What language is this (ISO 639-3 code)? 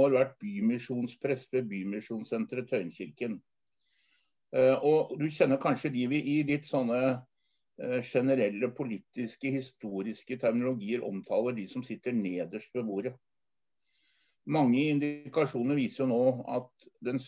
nor